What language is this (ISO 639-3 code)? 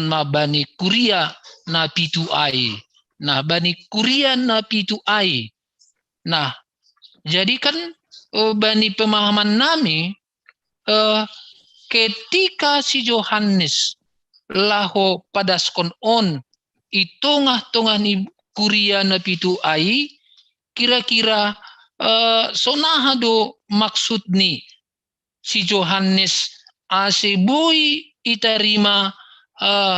bts